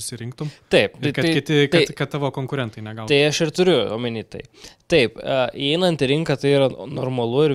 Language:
Lithuanian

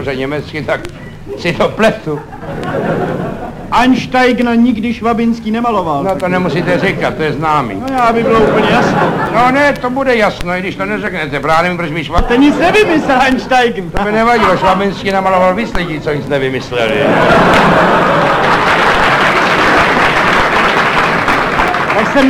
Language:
Czech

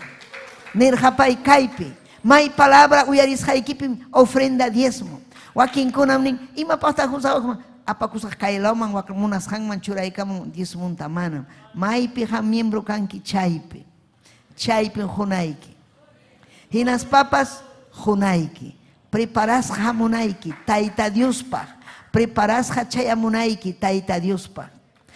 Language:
Ayacucho Quechua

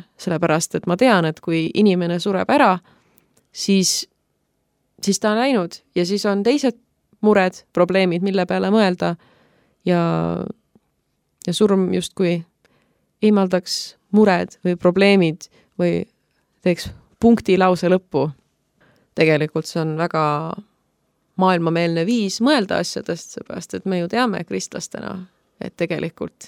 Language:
Estonian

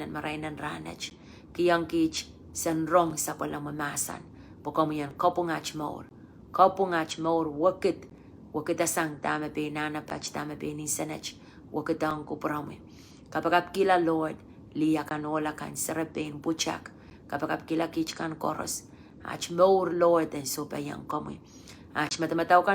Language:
Pohnpeian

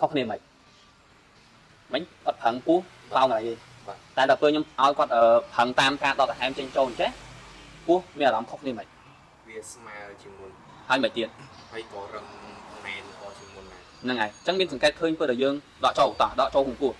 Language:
Khmer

